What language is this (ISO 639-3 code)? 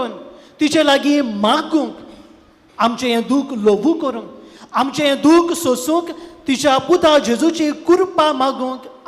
kok